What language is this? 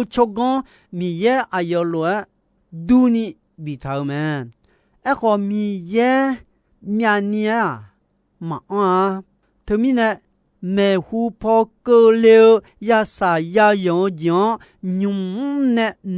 Akha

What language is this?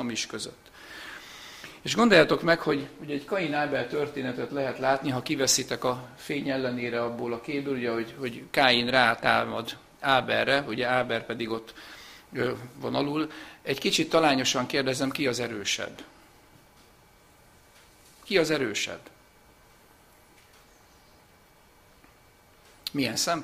Hungarian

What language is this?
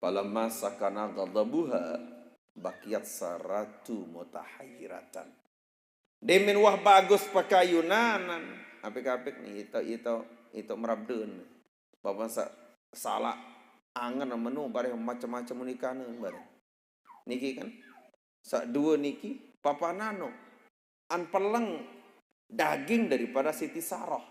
Sasak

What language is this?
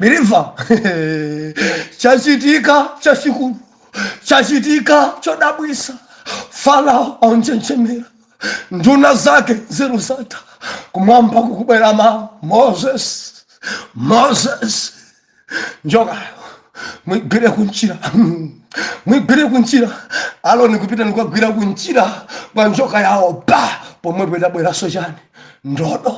Nyanja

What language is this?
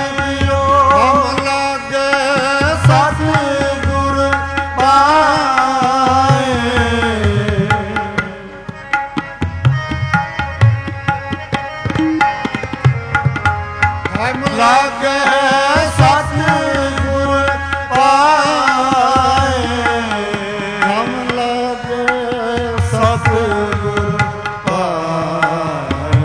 Punjabi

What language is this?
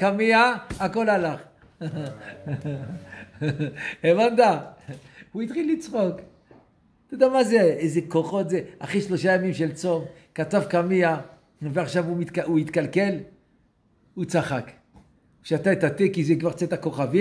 Hebrew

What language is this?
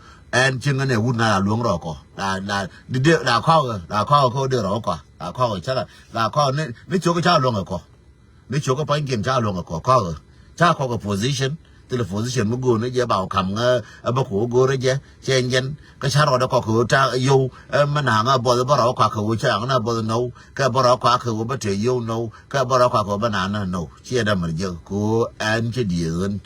Nuer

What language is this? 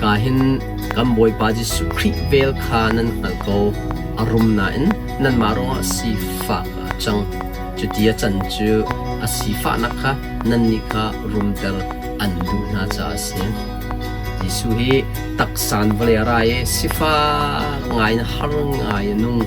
Hakha Chin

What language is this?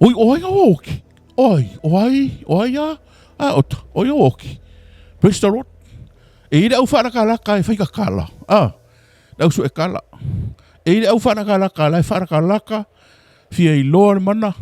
Samoan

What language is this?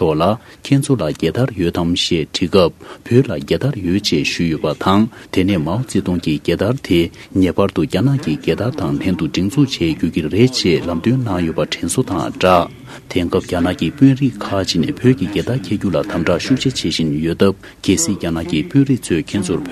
Tibetan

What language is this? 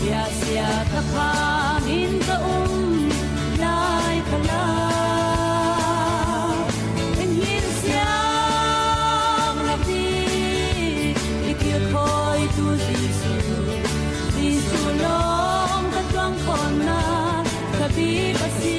Falam Chin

